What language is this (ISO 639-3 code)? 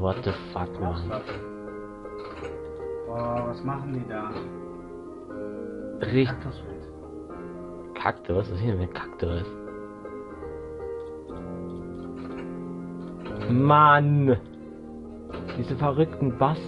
deu